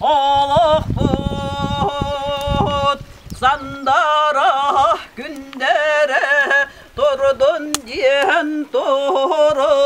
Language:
Yakut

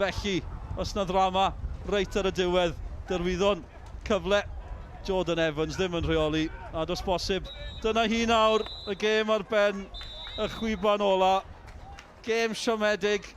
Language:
Welsh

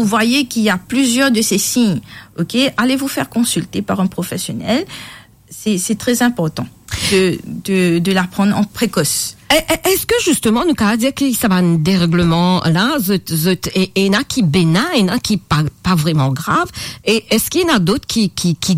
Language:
Morisyen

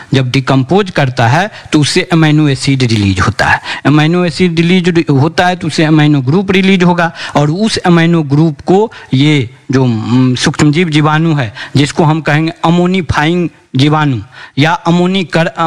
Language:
Hindi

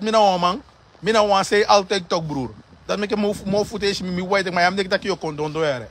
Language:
Sranan Tongo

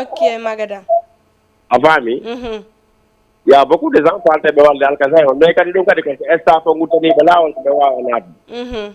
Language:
Fula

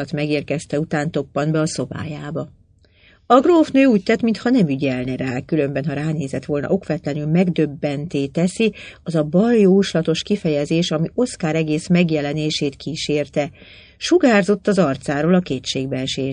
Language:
Hungarian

